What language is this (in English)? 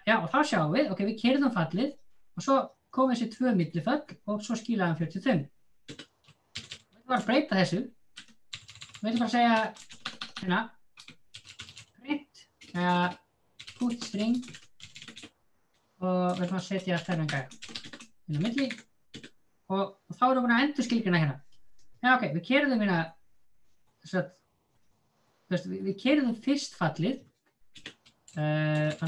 Icelandic